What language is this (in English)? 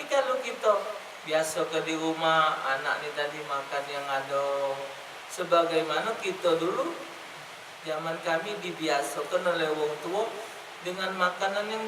Musi